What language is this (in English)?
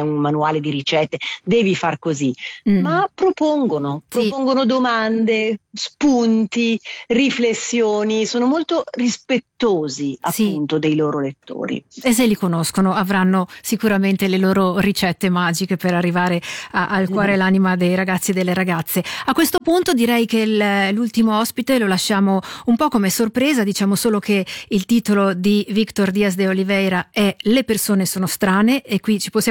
Italian